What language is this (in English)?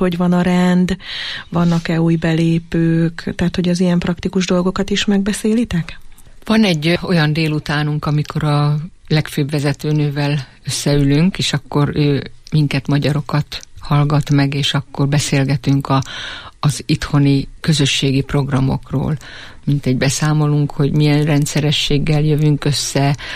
Hungarian